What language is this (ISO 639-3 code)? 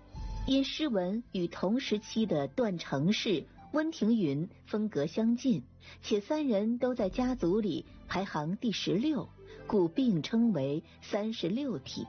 zho